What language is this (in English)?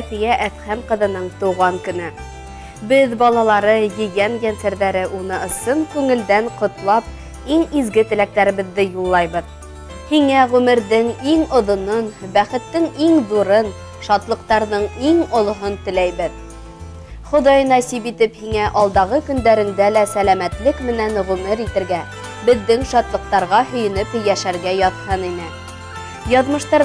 Bashkir